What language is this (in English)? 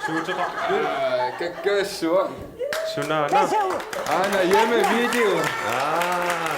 Kalaallisut